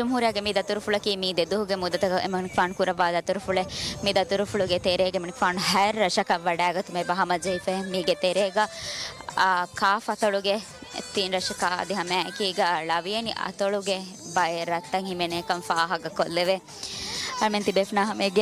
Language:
Divehi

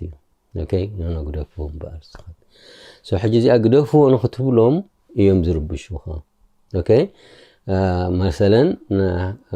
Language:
Tigrinya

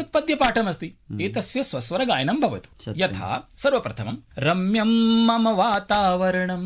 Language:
Sanskrit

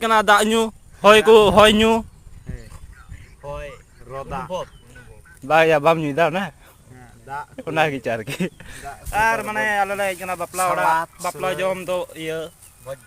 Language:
Santali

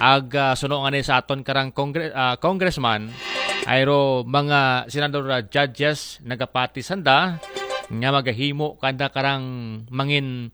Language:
Aklanon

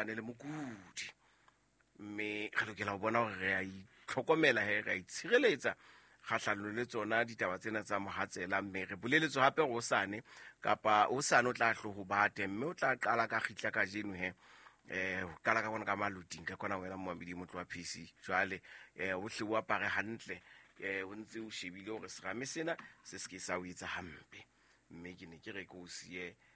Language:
Southern Sotho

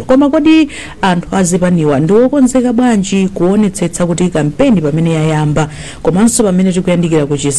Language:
Nyanja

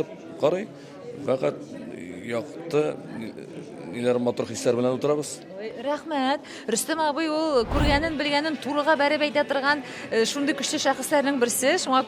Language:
Tatar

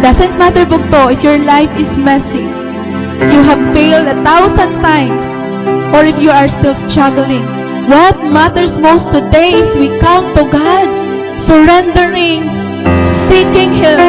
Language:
Waray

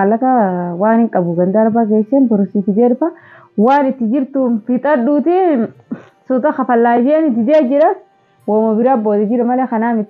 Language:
Oromo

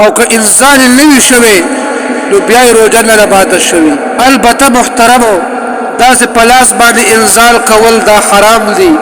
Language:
Pashto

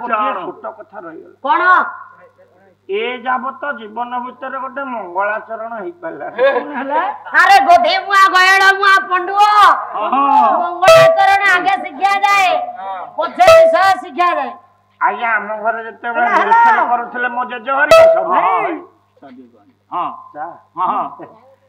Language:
Odia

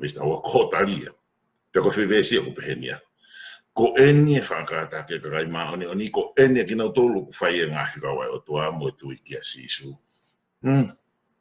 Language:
Tongan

